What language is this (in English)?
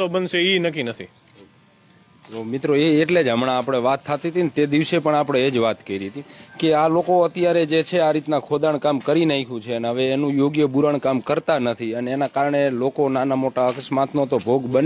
Gujarati